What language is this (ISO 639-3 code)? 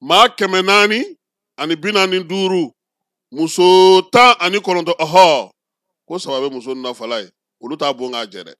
bam